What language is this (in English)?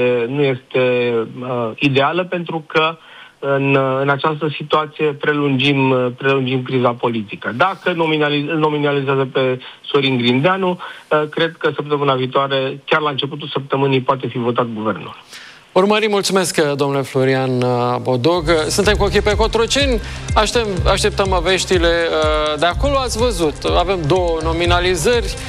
Romanian